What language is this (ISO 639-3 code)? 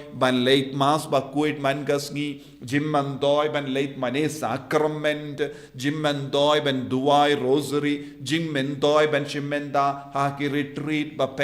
kha